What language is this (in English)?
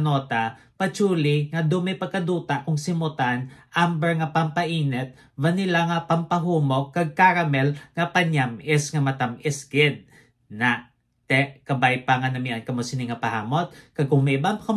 Hiligaynon